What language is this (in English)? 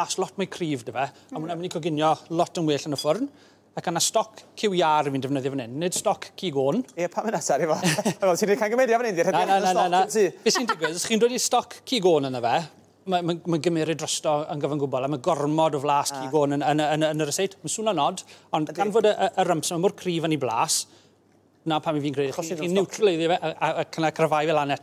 Welsh